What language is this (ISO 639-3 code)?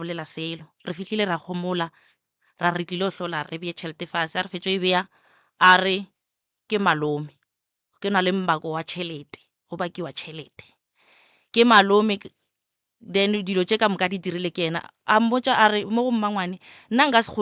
nso